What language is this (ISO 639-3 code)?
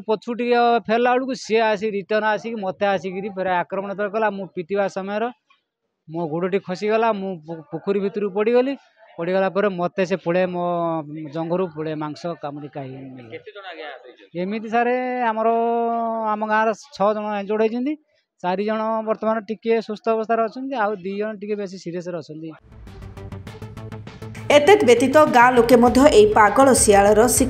ori